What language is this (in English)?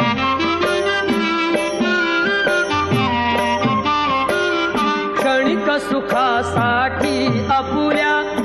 Marathi